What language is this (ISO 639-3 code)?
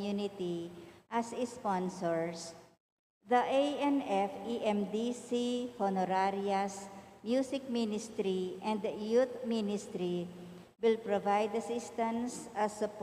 pam